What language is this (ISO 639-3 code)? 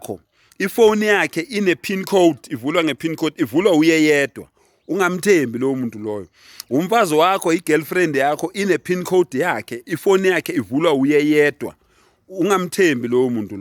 zul